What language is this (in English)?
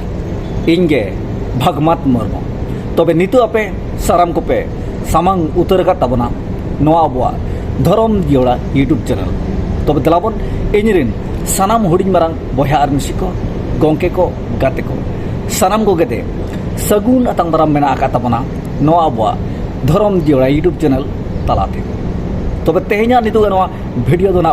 Santali